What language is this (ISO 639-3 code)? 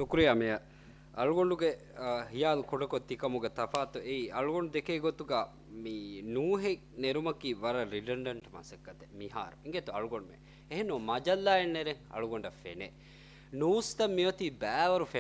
div